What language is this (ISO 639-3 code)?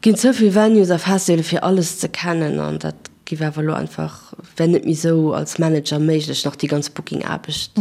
ltz